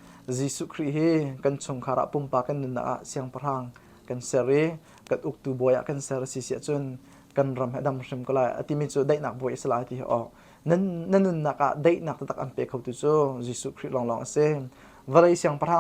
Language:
Hakha Chin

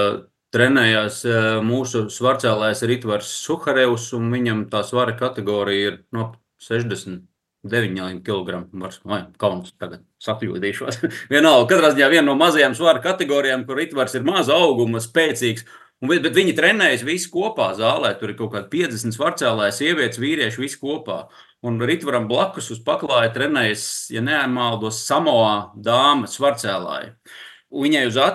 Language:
Latvian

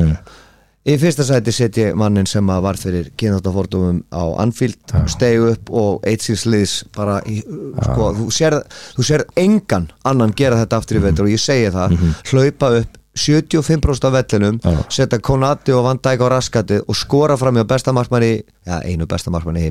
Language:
Icelandic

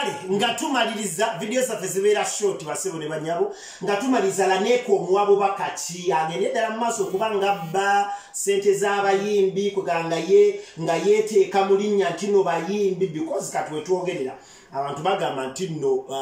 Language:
Ganda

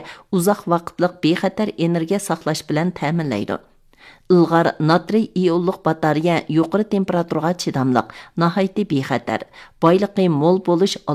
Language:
Uyghur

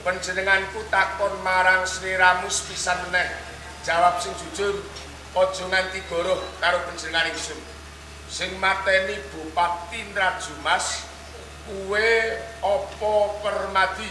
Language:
Javanese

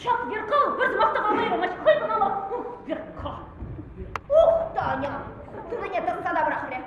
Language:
Chuvash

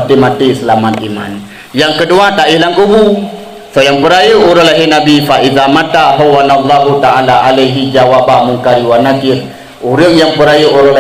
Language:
Achinese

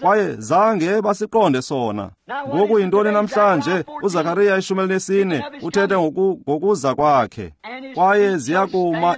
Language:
Xhosa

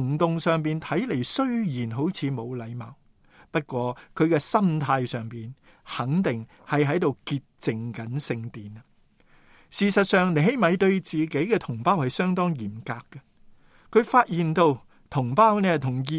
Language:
Cantonese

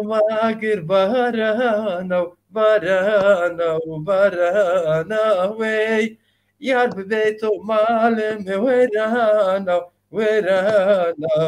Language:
Zaza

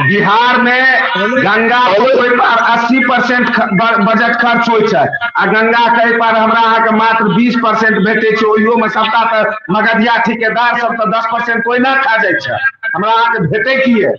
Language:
Maithili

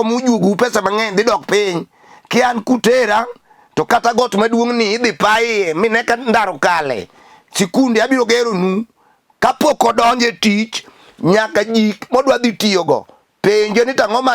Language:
Luo (Kenya and Tanzania)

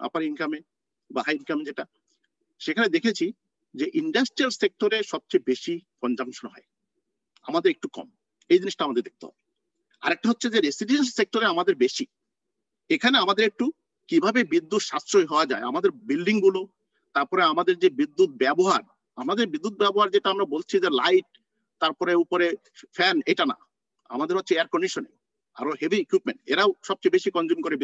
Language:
Bangla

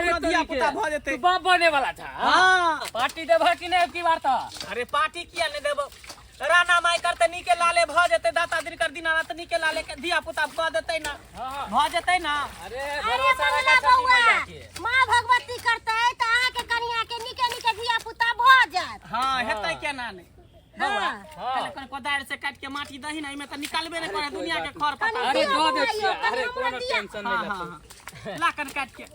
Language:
Maithili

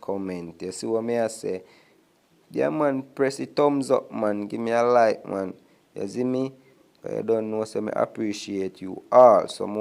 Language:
Jamaican Creole English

